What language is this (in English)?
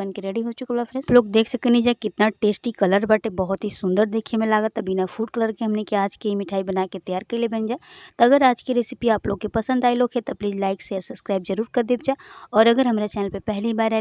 Bhojpuri